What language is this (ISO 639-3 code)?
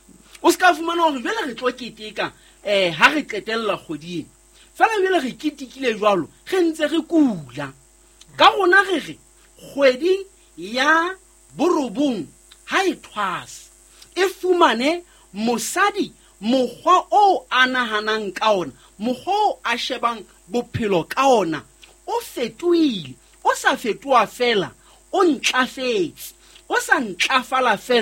sot